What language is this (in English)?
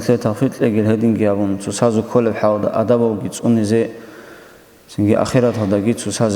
Avaric